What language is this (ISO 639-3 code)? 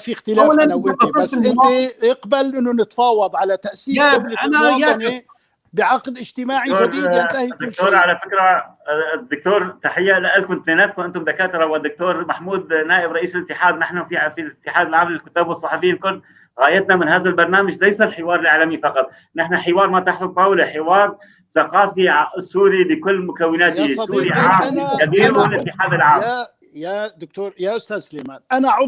apc